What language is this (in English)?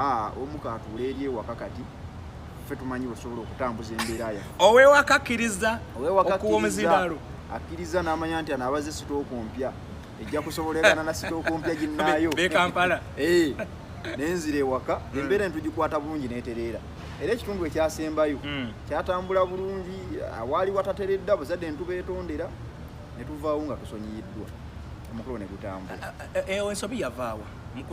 Ganda